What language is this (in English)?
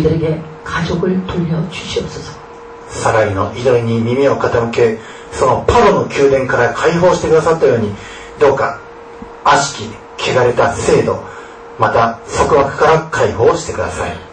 Korean